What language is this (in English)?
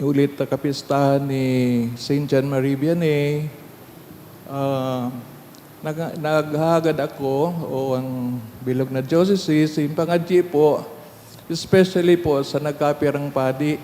Bikol